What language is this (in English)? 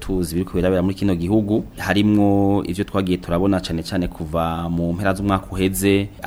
Rundi